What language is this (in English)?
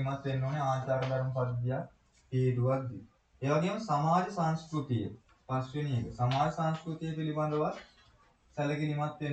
Sinhala